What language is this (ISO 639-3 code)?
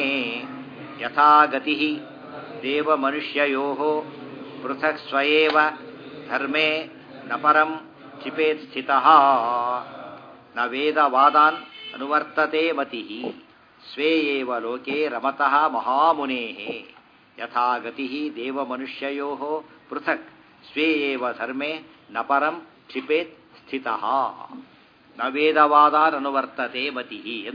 kan